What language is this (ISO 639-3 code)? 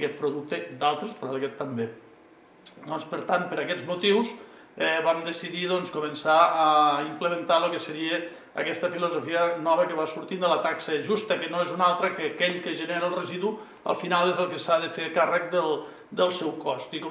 cat